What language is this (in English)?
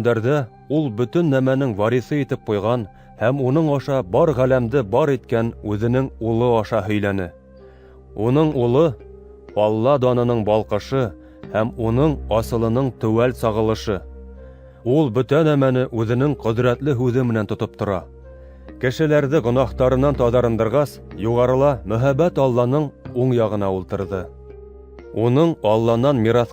Bashkir